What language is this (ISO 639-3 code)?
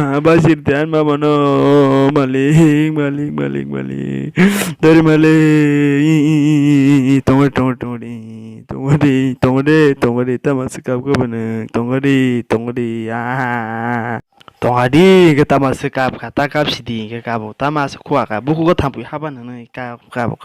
trp